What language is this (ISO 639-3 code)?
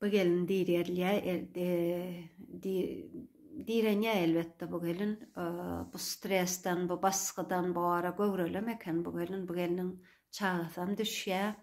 tuk